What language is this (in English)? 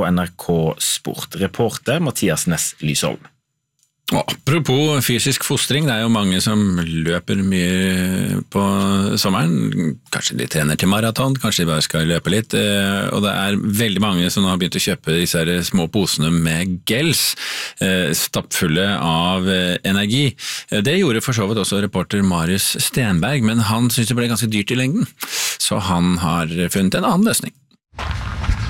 Norwegian